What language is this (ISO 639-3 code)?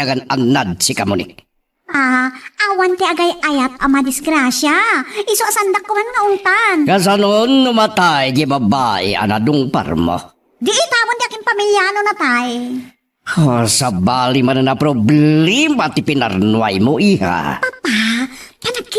ilo